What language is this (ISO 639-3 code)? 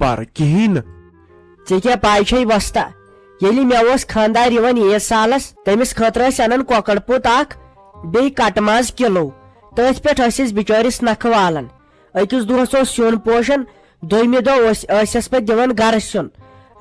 kas